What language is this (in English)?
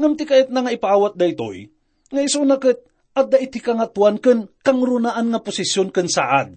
Iloko